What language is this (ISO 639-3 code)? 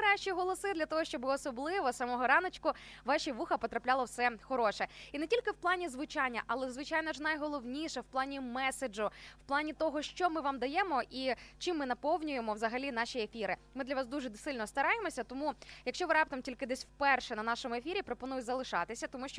ukr